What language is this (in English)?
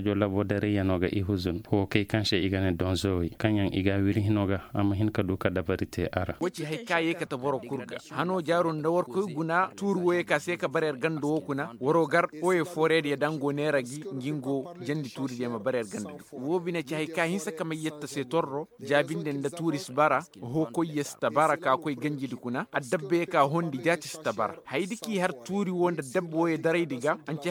Koyraboro Senni